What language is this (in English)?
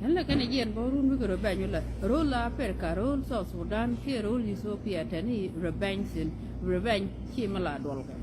Nuer